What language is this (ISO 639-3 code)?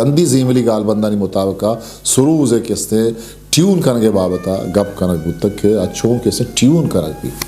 bgp